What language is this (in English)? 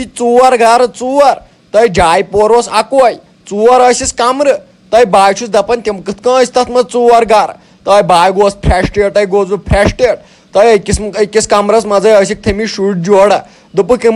Kashmiri